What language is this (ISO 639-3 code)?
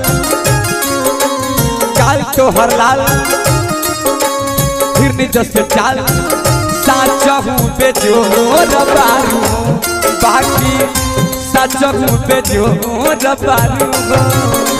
bho